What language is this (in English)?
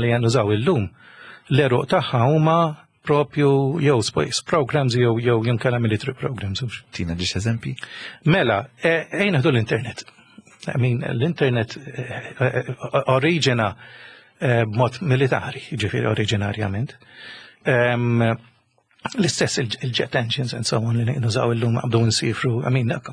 Maltese